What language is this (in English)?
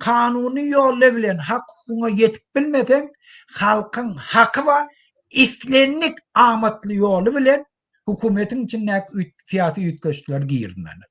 Turkmen